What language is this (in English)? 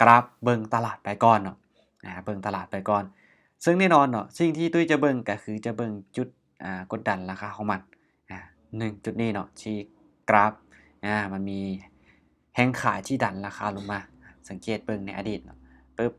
Lao